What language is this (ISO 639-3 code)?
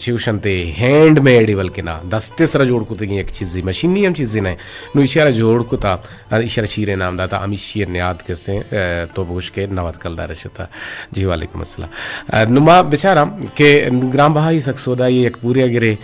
bgp